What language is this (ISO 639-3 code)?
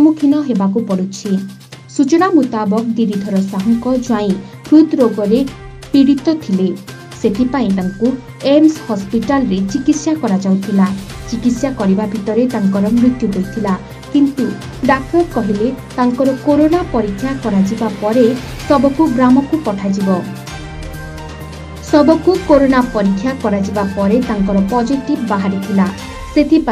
ori